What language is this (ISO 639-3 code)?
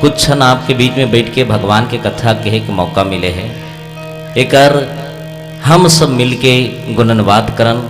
hne